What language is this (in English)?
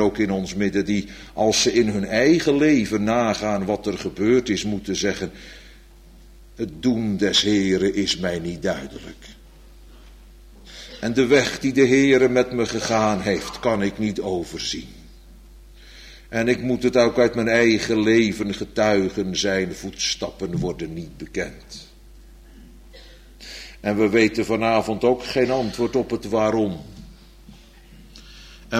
Dutch